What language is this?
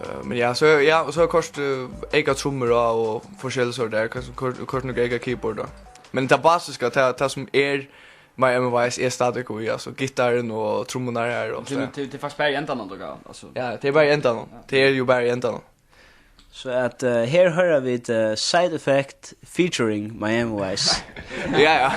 Faroese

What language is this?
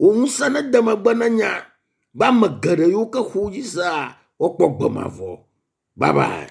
Ewe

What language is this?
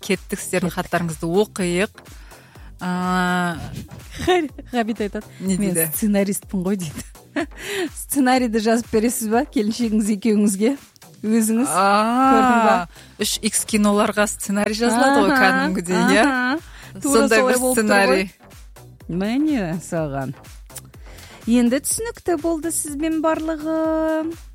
Kazakh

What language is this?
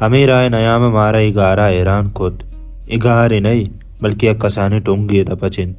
Baluchi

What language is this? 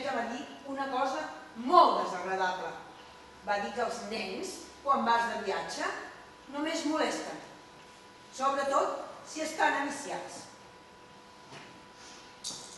Catalan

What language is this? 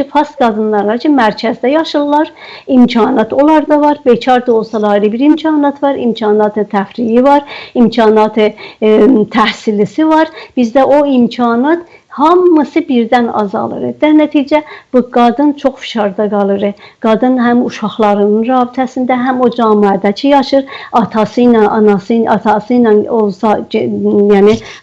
South Azerbaijani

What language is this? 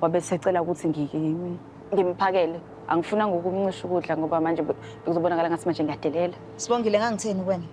Zulu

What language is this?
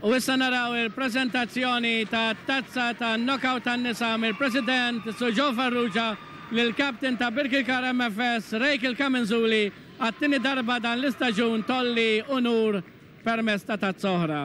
Maltese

